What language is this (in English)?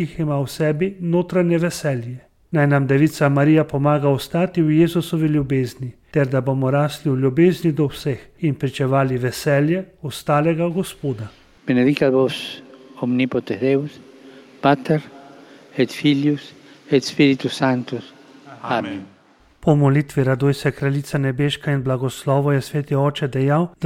Slovenian